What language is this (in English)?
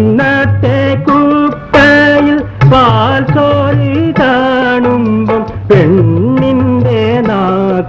Malayalam